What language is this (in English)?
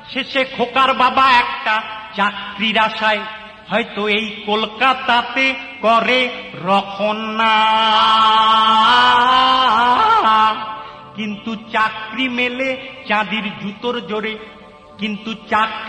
Bangla